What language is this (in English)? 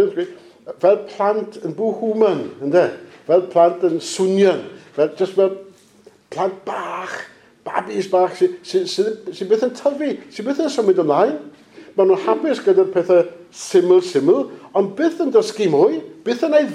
Welsh